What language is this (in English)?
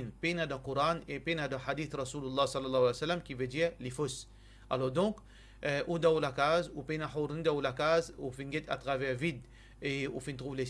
Morisyen